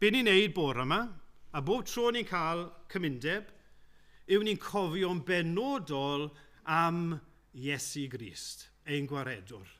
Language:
Welsh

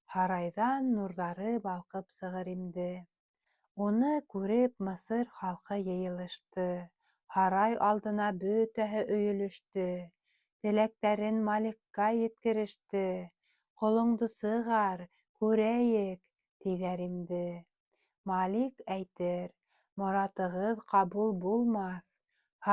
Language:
Bashkir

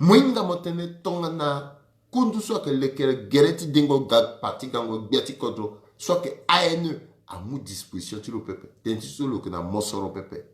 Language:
Sango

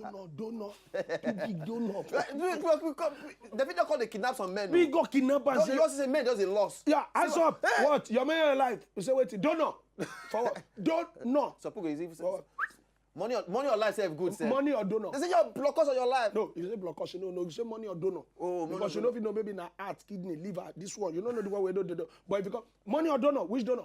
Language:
Nigerian Pidgin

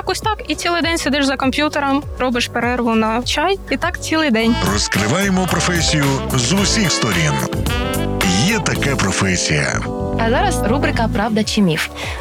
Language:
Ukrainian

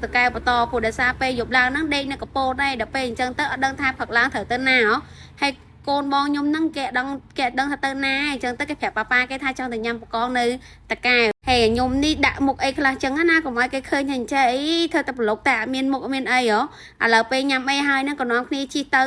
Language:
Khmer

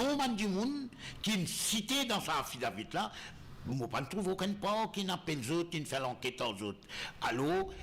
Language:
Morisyen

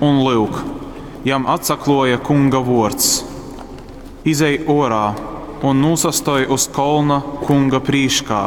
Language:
Latgalian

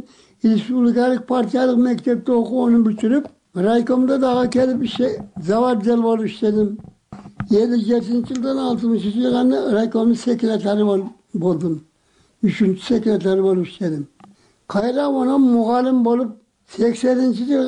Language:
Kyrgyz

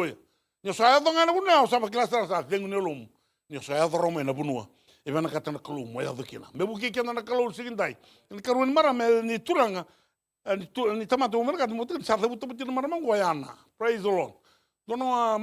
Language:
Fijian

